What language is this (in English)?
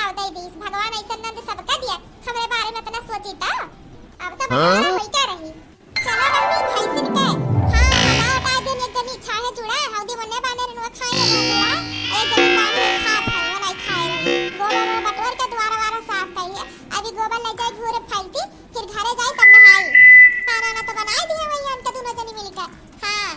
Awadhi